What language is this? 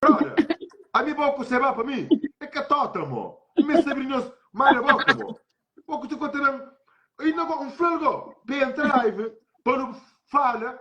Kabuverdianu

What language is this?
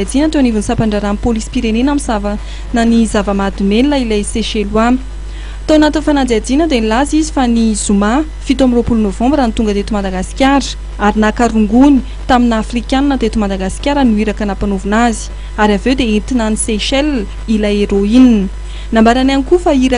Malagasy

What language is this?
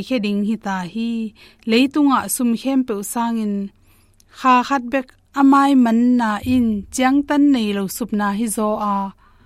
Tedim Chin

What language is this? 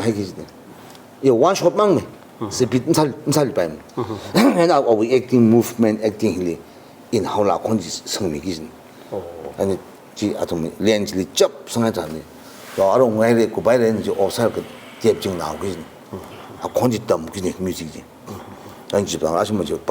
Tangkhul Naga (India)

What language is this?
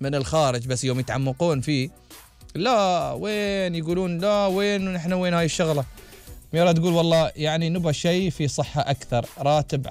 Gulf Arabic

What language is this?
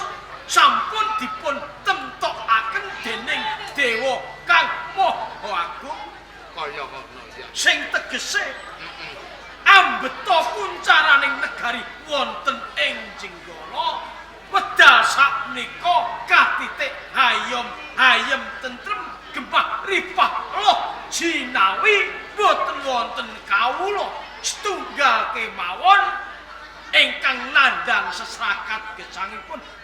Javanese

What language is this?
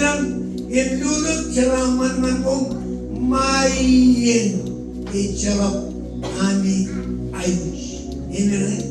Marshallese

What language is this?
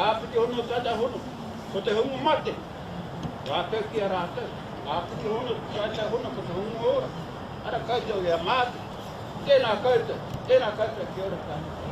Māori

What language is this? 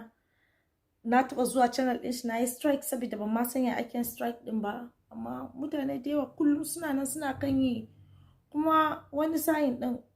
Hausa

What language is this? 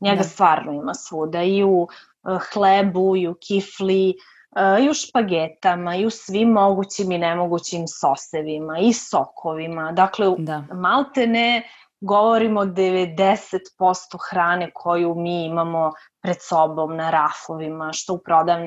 Serbian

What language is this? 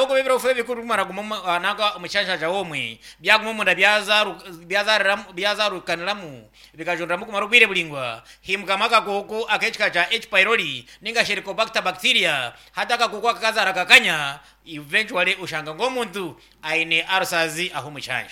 Nyankole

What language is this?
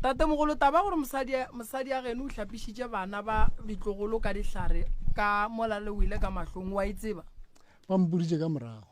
Northern Sotho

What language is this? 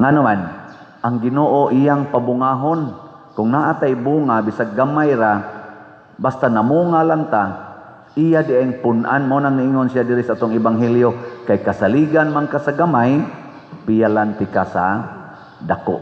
Cebuano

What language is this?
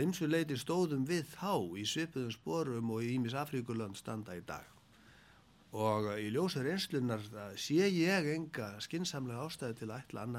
Icelandic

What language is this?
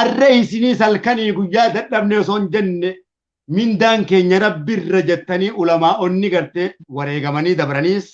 Oromo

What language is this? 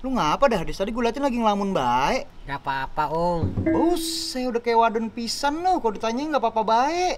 Betawi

